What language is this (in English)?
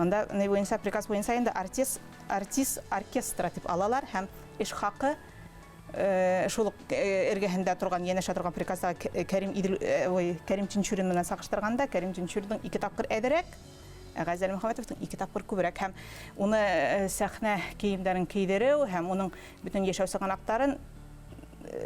Bashkir